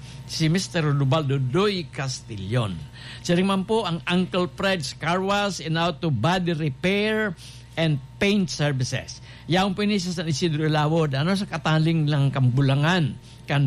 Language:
Bikol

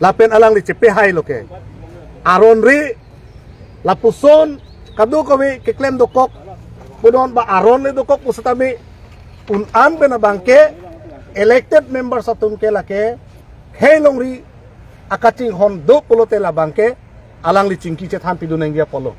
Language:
Karbi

